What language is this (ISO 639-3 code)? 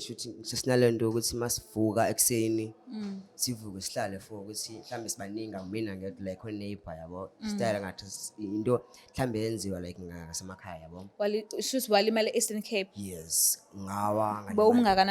zul